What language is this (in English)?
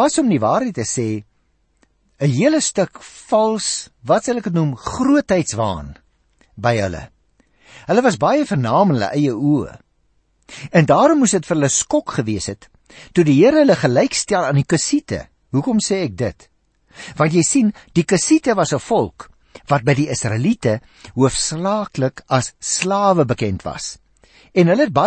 Afrikaans